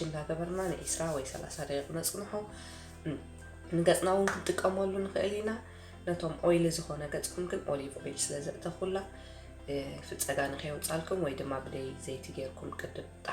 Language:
Tigrinya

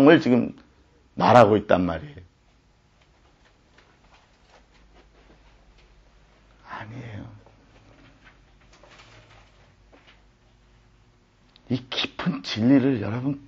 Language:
Korean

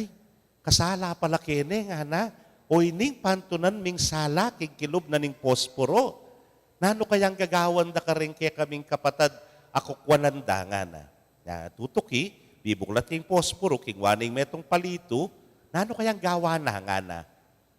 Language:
Pampanga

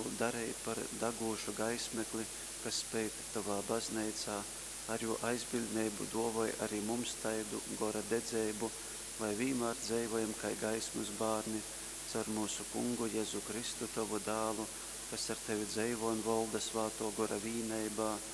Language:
Latgalian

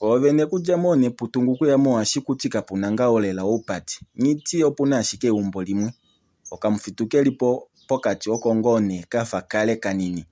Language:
Kuanyama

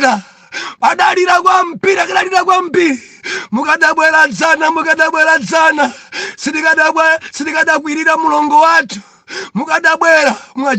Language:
Nyanja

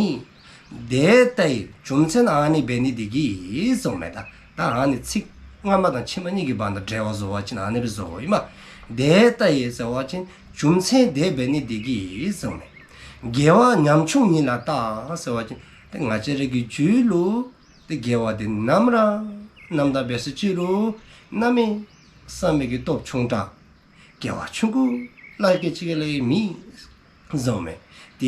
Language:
Dzongkha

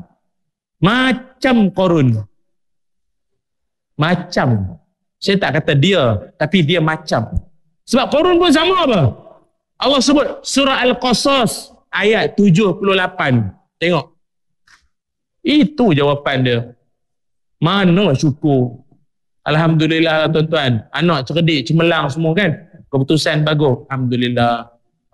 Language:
Malay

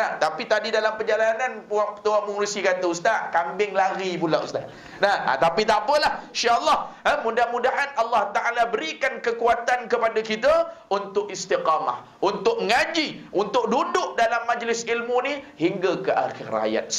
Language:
Malay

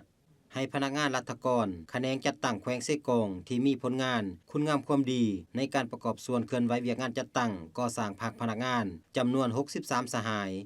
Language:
Lao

